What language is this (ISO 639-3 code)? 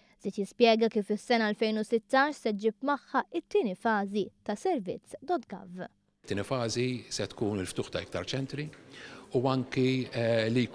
mlt